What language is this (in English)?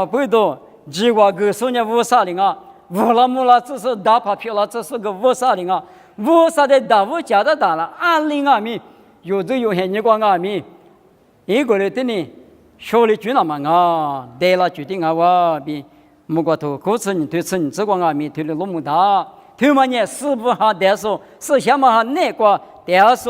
Lisu